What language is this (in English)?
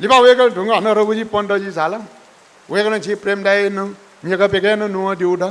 Newari